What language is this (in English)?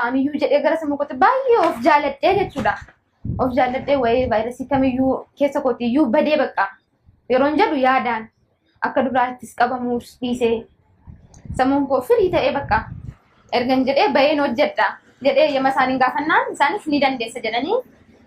Oromo